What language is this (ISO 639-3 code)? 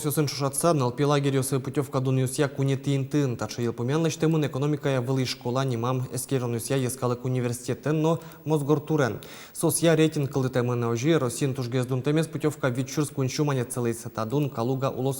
udm